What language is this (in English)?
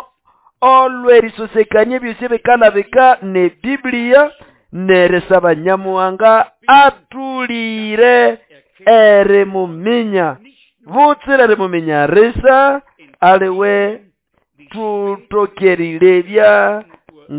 Nande